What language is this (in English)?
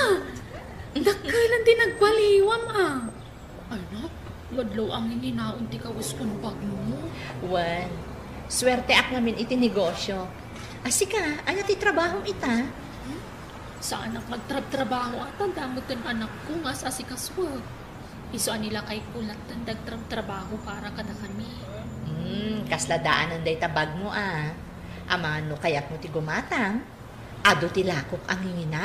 Iloko